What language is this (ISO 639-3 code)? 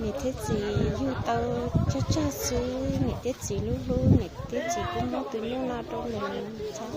hmn